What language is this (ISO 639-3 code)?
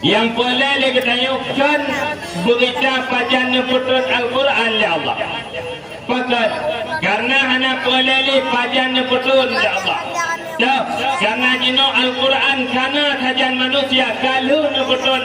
ace